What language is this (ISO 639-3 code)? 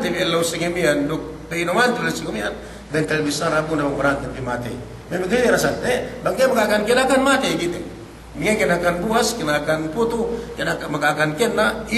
yka